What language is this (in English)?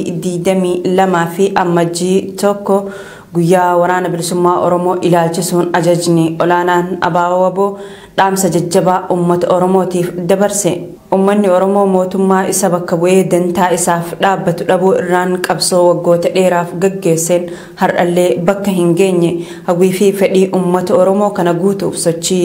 Oromo